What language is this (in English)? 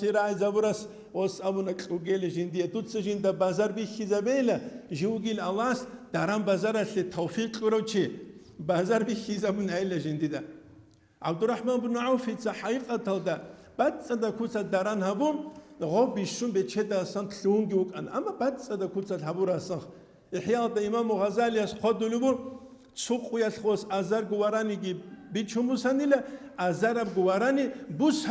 Avaric